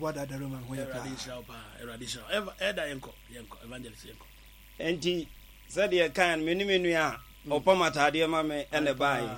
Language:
Akan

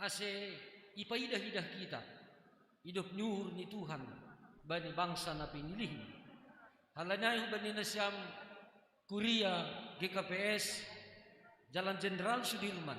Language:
Batak Simalungun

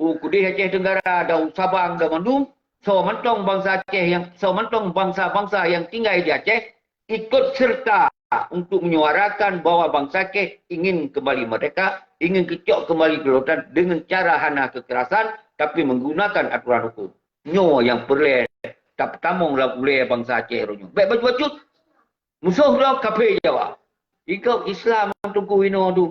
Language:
Achinese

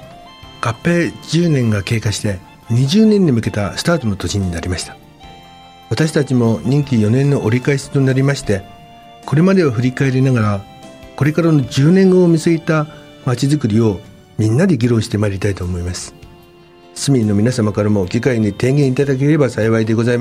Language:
Japanese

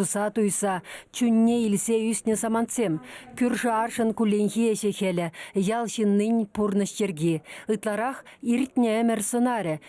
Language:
Chuvash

